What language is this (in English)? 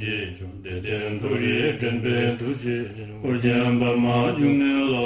Tibetan